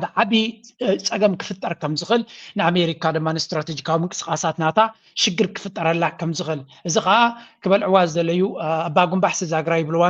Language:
Tigrinya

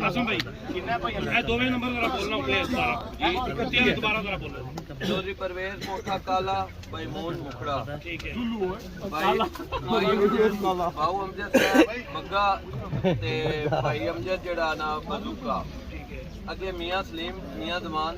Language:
Pahari-Potwari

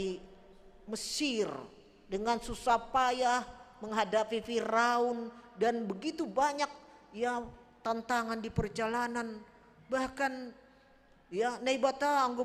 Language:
Batak Simalungun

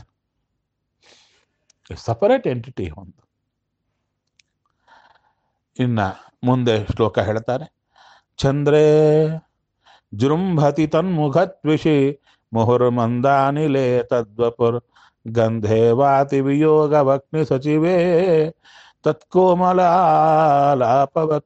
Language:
Kannada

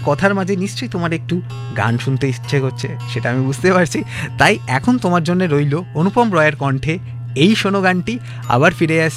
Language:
Bangla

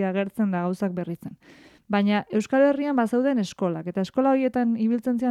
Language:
Basque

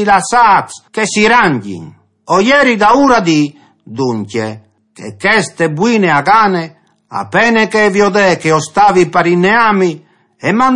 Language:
Friulian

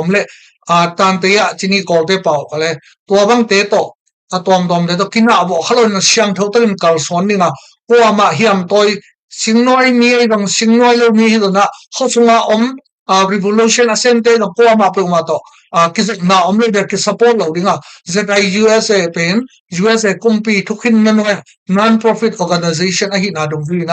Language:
Tedim Chin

